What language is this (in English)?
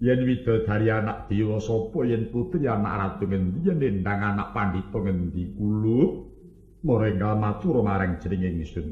Javanese